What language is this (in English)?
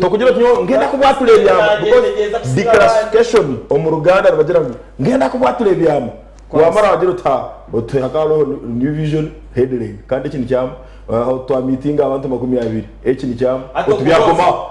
Nyankole